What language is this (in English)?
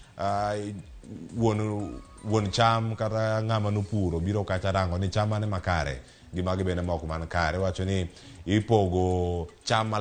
Luo (Kenya and Tanzania)